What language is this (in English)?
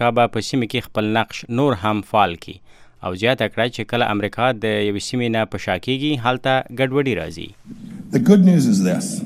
Pashto